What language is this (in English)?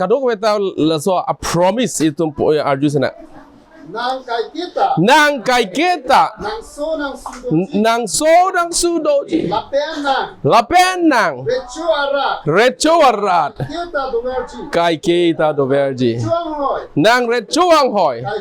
Karbi